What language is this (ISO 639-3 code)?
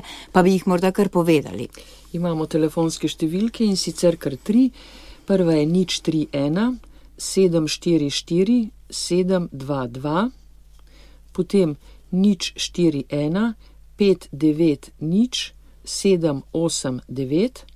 slv